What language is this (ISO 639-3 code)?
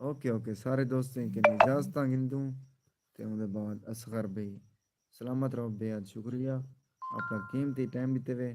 skr